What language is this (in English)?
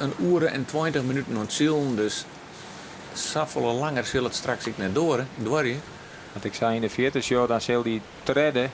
Western Frisian